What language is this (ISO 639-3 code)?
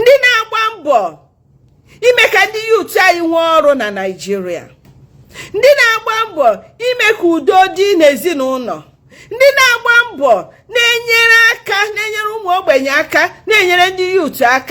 ibo